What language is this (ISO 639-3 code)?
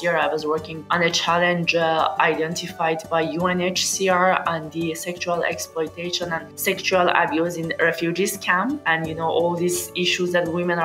eng